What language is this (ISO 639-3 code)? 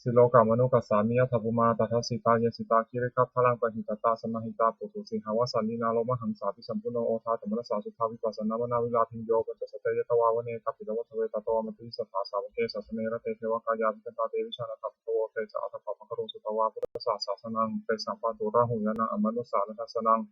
pli